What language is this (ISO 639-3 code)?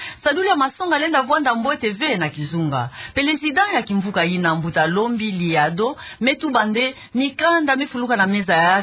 ktu